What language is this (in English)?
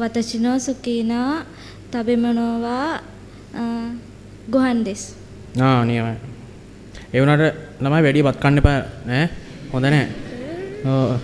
Sinhala